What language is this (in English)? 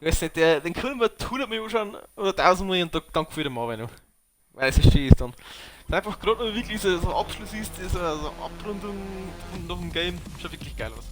Bavarian